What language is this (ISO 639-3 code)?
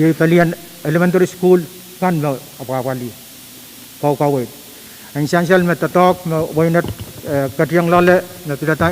pon